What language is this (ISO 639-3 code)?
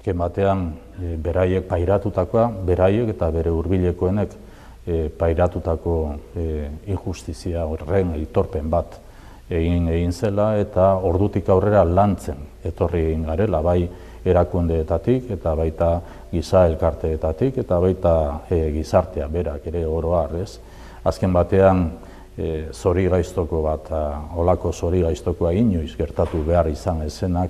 eus